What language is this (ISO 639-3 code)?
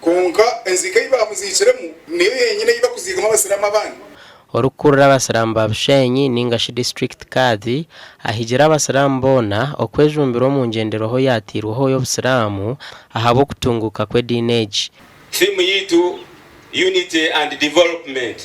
nyn